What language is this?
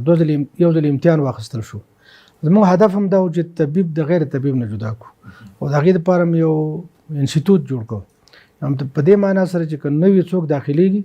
Pashto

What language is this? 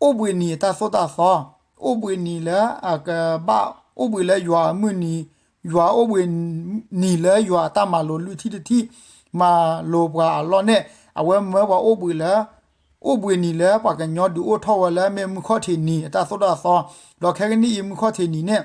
S'gaw Karen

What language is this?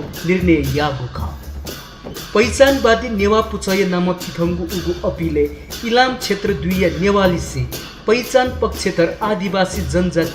Newari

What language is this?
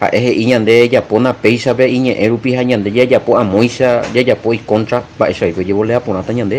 Guarani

